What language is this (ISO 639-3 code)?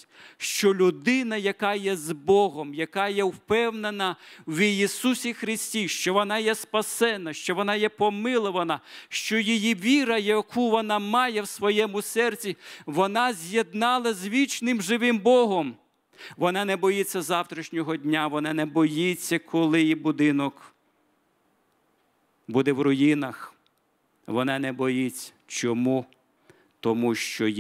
ukr